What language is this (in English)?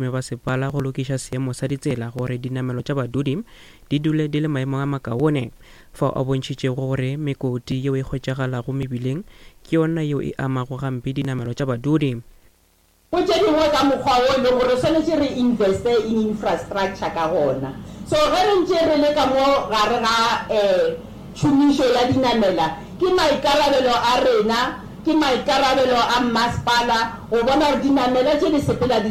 Northern Sotho